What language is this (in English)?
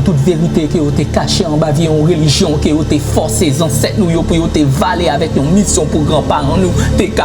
Haitian Creole